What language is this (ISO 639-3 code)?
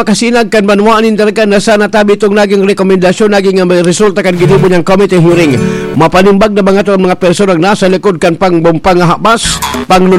bik